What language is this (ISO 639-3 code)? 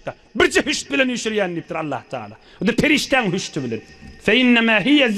tuk